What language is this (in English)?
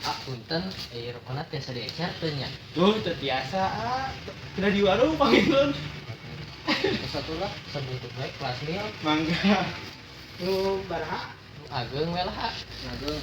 Sundanese